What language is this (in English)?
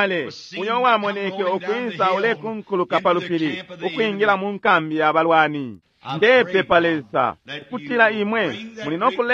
Bemba